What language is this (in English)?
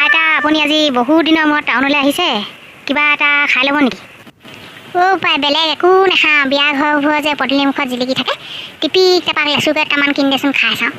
Assamese